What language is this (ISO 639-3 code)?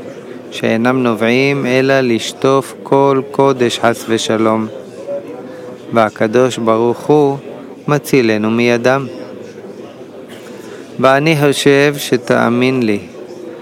heb